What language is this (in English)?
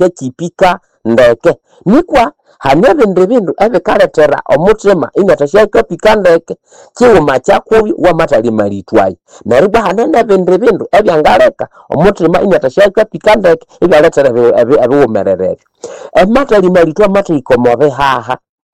Nande